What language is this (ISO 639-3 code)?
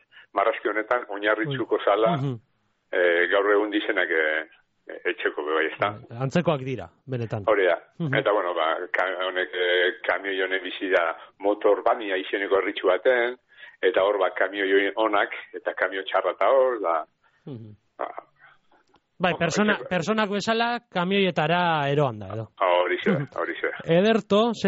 eus